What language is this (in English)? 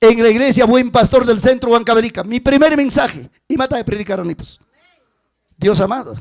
Ayacucho Quechua